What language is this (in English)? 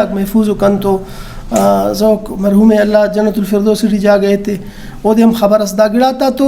Brahui